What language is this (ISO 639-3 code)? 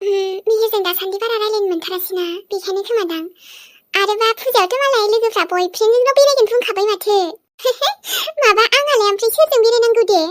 brx